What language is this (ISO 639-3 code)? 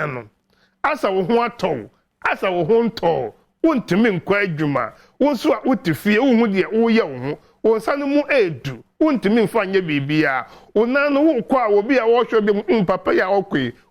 aka